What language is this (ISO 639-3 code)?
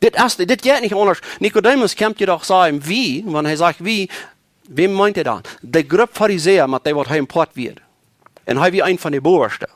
pdt